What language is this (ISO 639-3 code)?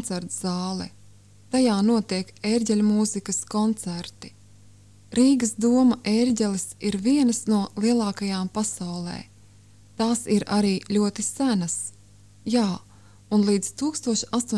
lav